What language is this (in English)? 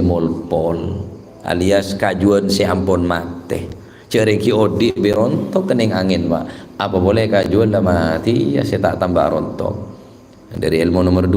Madurese